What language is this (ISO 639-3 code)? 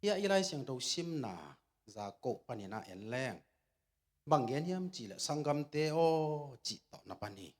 ctd